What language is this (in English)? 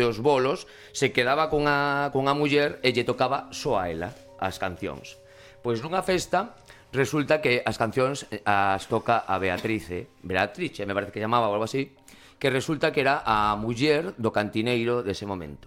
Galician